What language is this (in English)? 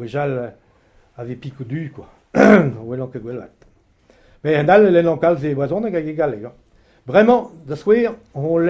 Breton